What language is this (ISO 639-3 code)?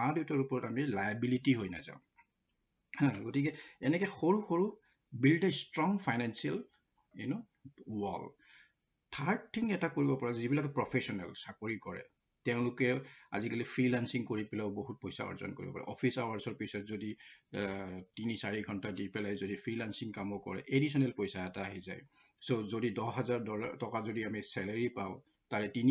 asm